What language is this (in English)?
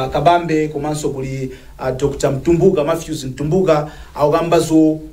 Nyanja